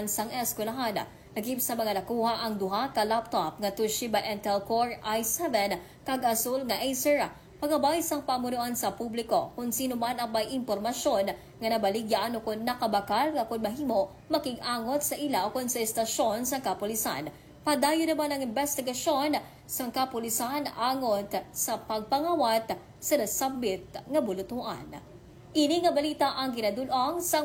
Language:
Hiligaynon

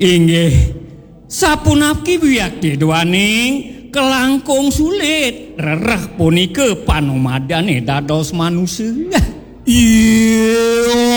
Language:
Balinese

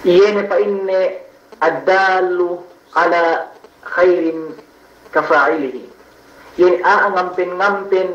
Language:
Yakan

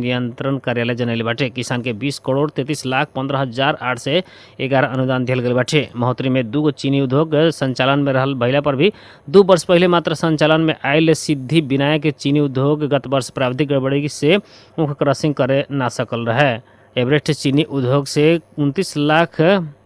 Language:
Bhojpuri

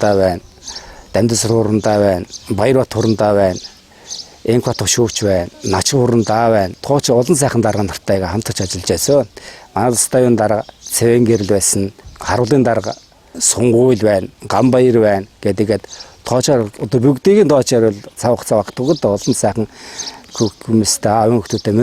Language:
Mongolian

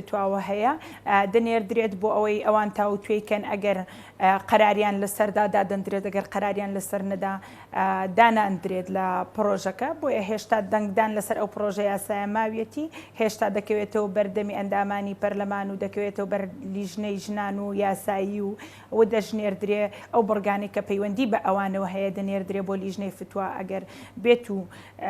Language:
Central Kurdish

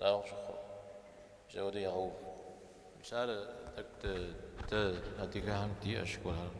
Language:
Kabardian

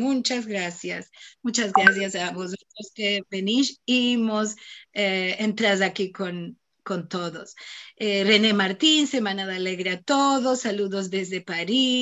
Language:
Ladino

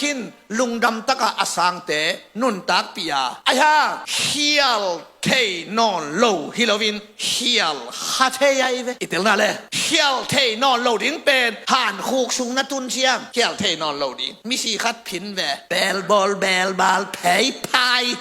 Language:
Tedim Chin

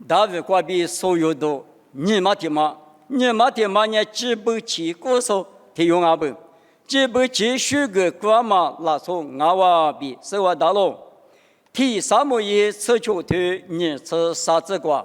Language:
Lisu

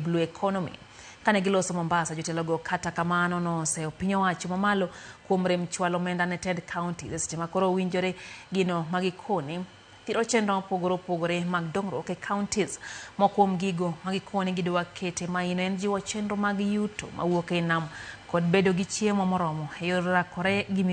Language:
Luo (Kenya and Tanzania)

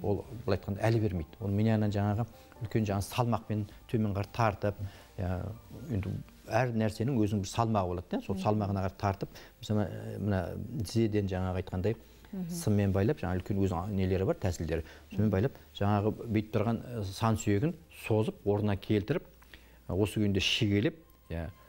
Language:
Kazakh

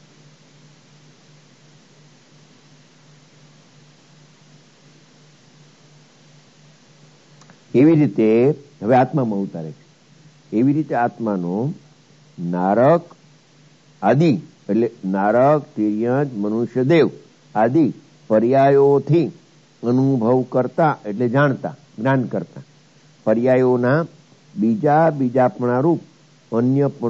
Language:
Gujarati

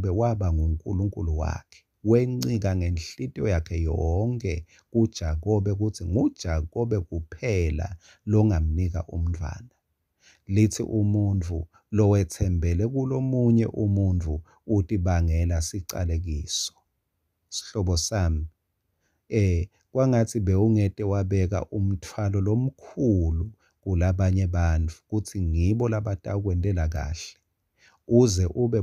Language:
Swati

